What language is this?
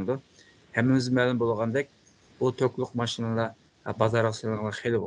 Uyghur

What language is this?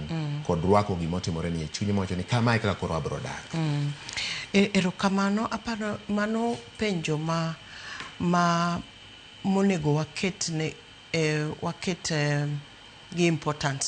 Luo (Kenya and Tanzania)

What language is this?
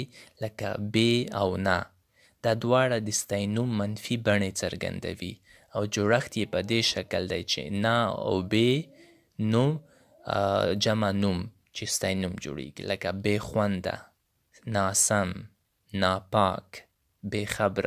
Pashto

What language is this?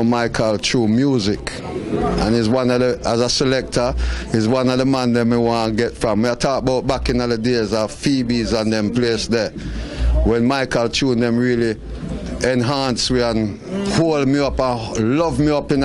Jamaican Creole English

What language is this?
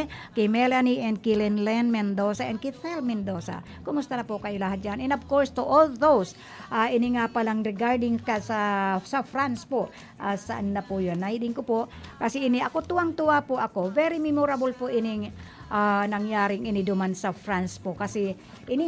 Bikol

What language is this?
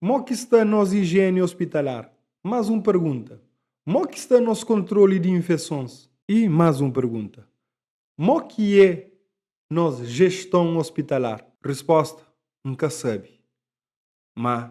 Kabuverdianu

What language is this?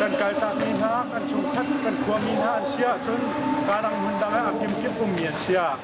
Hakha Chin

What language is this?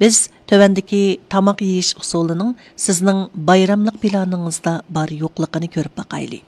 Uyghur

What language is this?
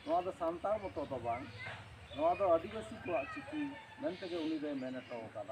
Santali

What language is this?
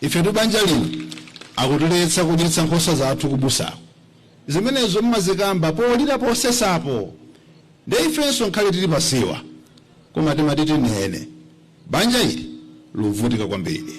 Nyanja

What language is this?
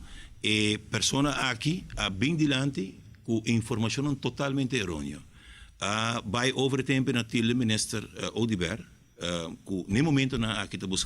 Papiamento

